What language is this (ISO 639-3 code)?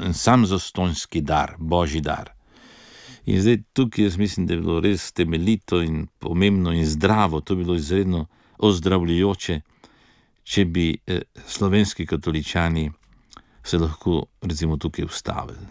slv